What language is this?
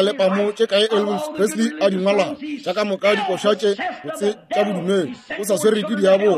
Northern Sotho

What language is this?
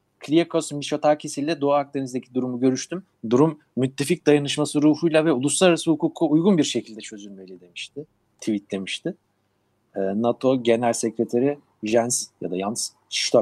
Turkish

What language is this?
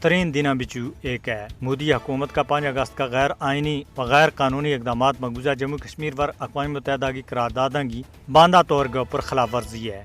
Gujari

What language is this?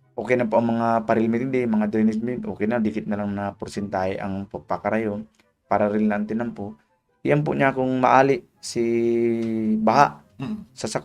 Bikol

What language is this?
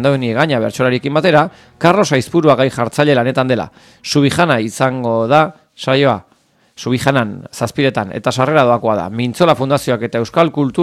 Basque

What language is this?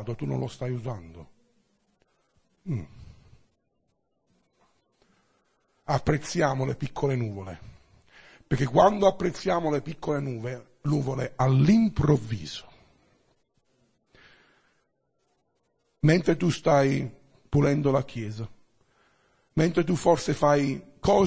Italian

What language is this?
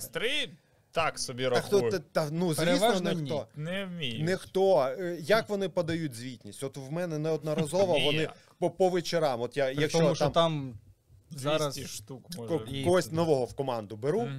Ukrainian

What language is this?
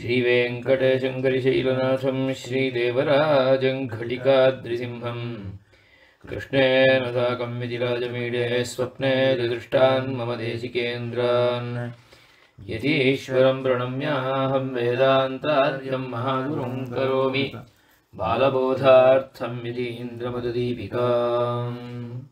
Sanskrit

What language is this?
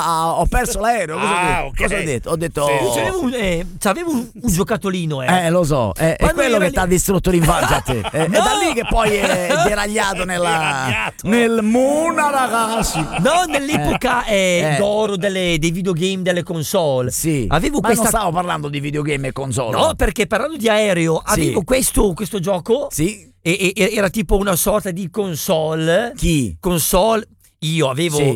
Italian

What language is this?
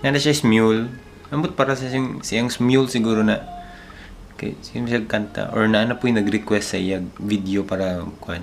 Cebuano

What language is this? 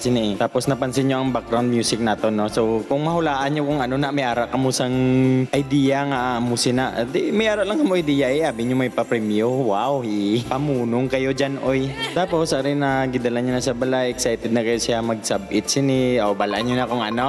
Hiligaynon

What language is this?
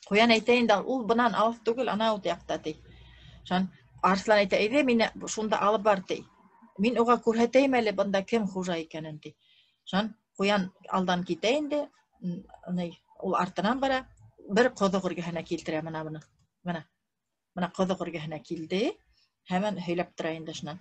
Bashkir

